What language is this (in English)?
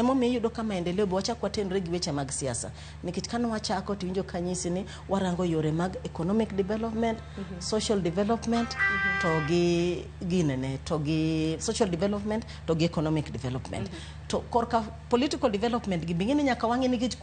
Luo (Kenya and Tanzania)